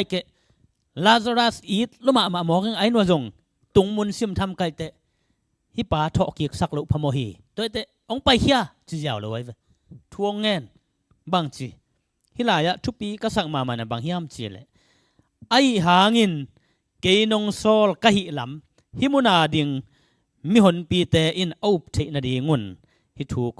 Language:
Tedim Chin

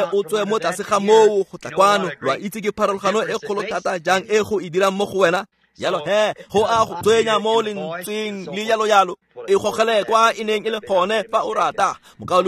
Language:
Tswana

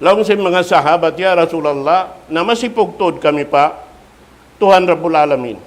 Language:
Tausug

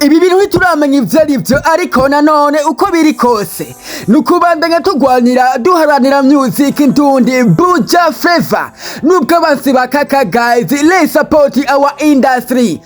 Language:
Rundi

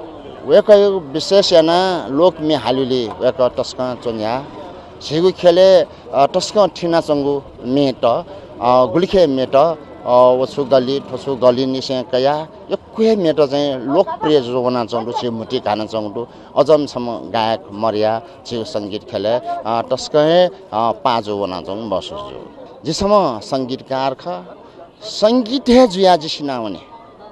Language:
Newari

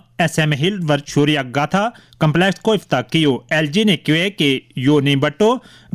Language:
Gujari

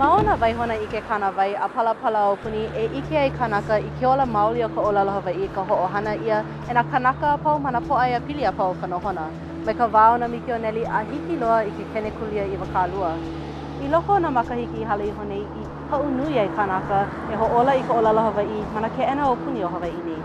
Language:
Hawaiian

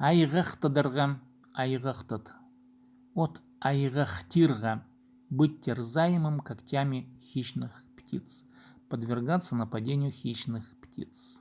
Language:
Khakas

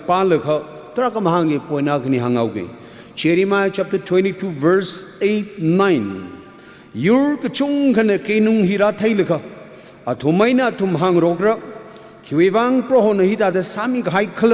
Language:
Tangkhul Naga (India)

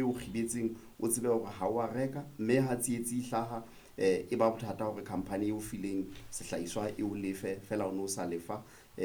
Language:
Southern Sotho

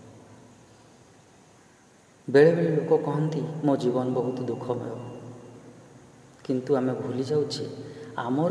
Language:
Odia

